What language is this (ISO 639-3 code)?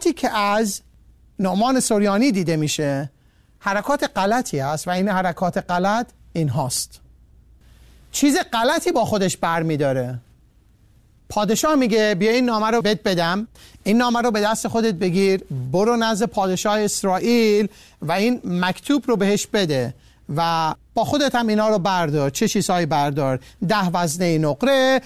fas